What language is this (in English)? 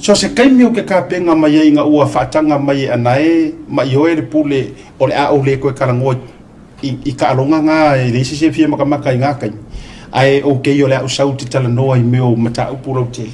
Samoan